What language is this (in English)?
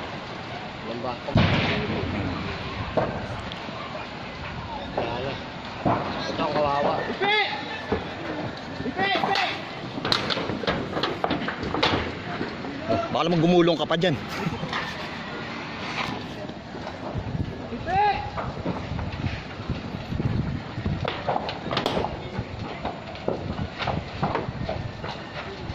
Filipino